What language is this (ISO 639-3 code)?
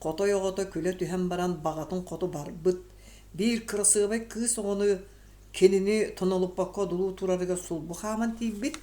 sah